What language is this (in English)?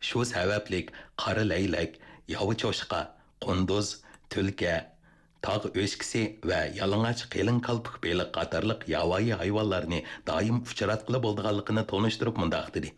Uyghur